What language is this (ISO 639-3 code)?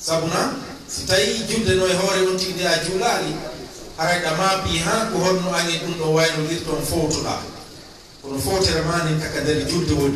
ful